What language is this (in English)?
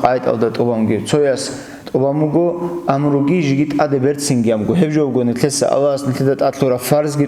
Avaric